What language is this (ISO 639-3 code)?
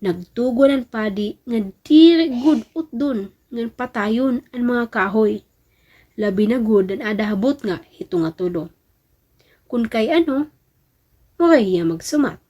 war